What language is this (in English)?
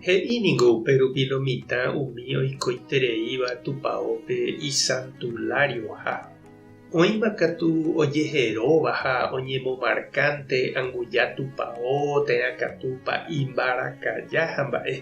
Guarani